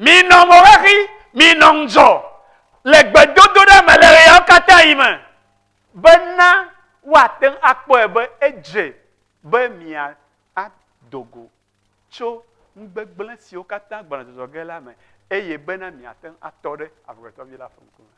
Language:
Ewe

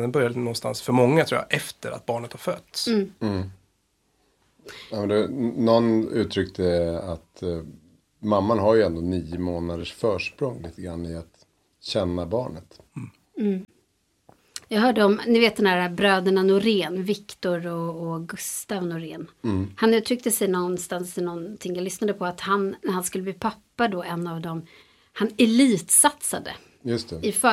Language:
Swedish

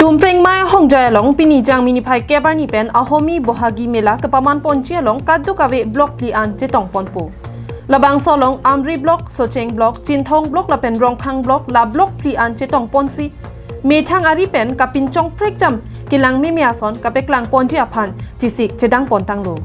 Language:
Karbi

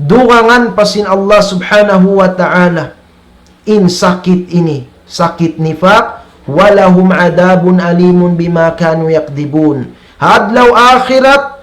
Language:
Tausug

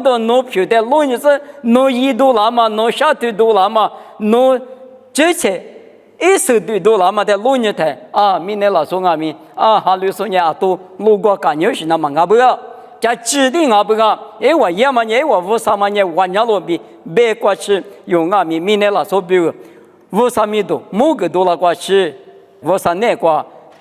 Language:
Lisu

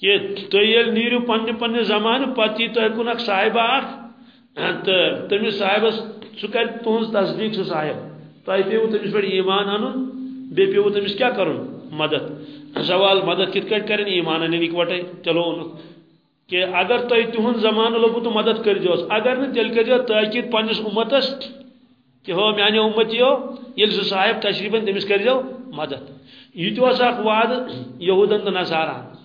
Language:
Kashmiri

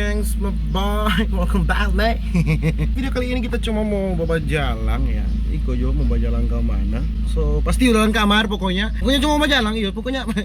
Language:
Manado Malay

